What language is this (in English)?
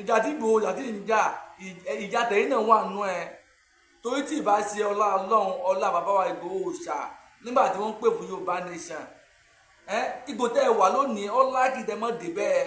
Yoruba